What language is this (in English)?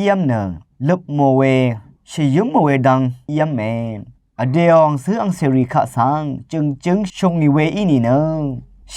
Rawang